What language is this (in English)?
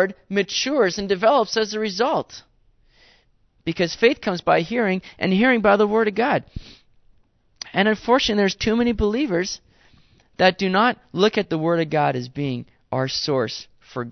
English